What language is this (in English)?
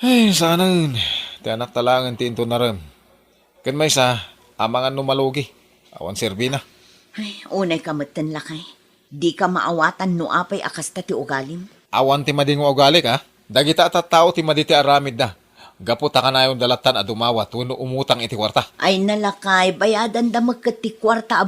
Iloko